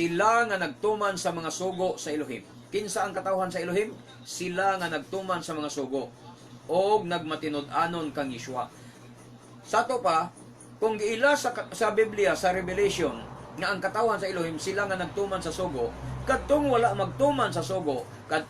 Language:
Cebuano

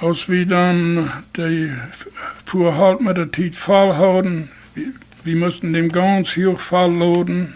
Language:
Plautdietsch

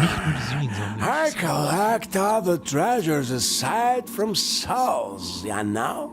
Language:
Bavarian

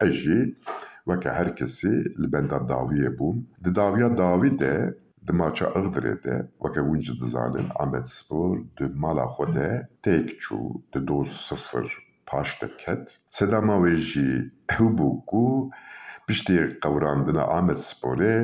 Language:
Kurdish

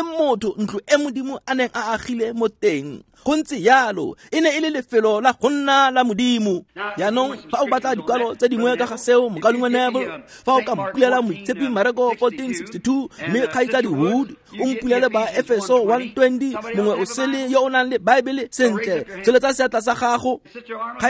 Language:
Tswana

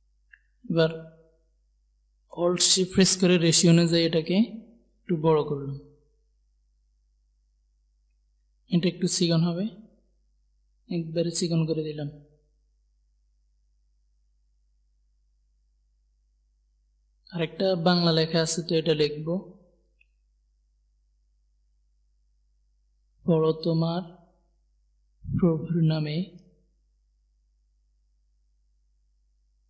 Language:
Bangla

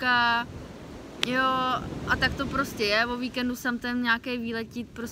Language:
Czech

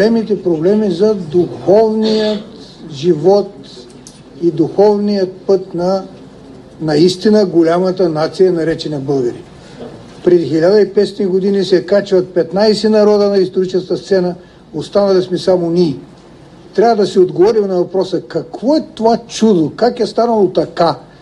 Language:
Bulgarian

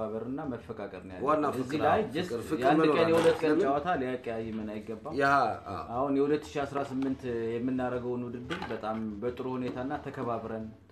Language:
Amharic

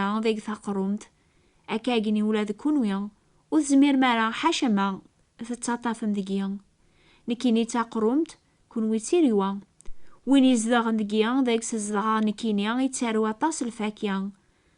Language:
Kabyle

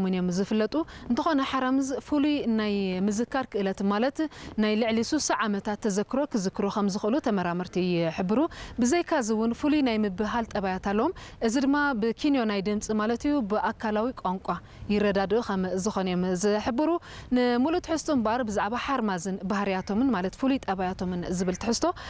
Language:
Tigrinya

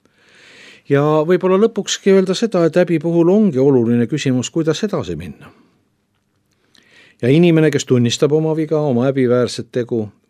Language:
Estonian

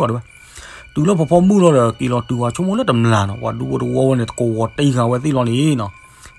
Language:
S'gaw Karen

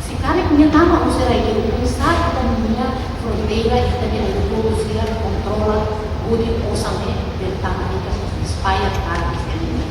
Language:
Tetum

